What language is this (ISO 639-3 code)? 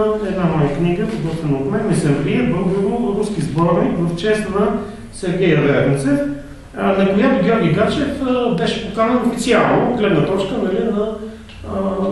bul